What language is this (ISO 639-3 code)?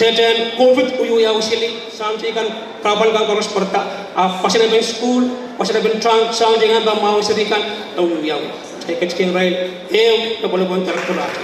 pon